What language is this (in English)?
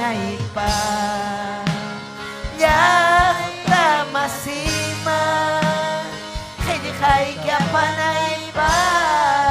Ayacucho Quechua